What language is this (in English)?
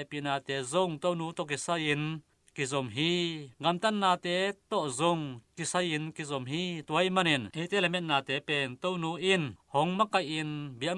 Tedim Chin